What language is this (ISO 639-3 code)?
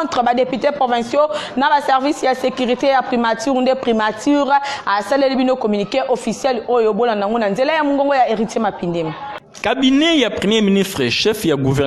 lin